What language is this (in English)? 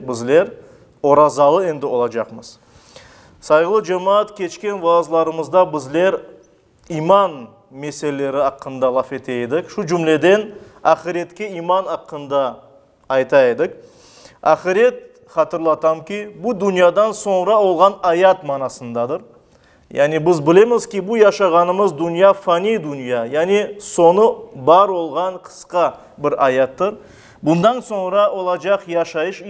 Crimean Tatar